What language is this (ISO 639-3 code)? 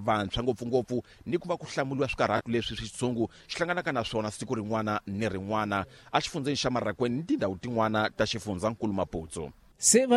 tso